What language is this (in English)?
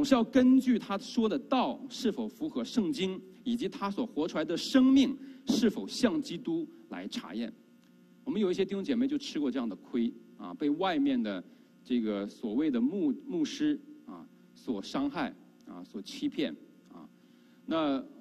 Chinese